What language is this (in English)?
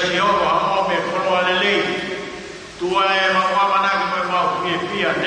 Tongan